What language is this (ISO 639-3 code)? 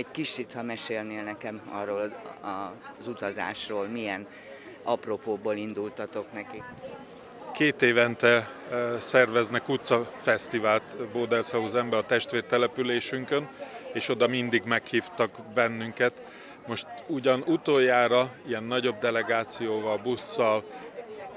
hun